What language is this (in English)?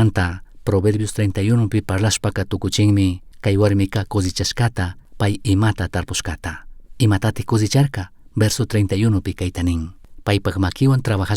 Chimborazo Highland Quichua